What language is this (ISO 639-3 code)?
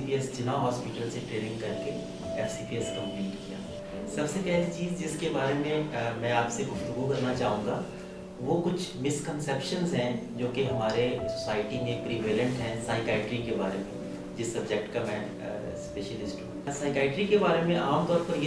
urd